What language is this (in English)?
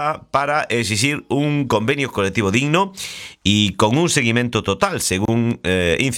Galician